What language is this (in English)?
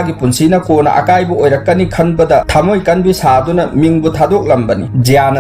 Manipuri